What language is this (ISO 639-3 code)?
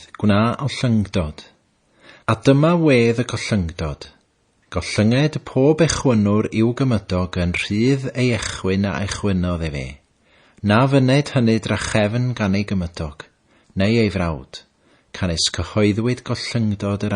cym